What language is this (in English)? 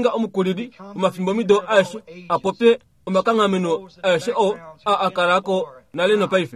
Kuanyama